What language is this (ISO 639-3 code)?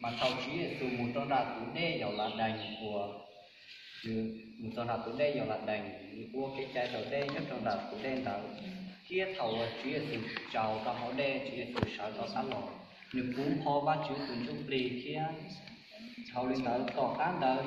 hmn